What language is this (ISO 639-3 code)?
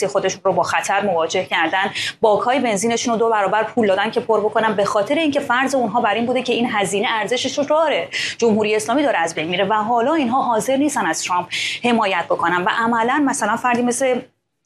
fas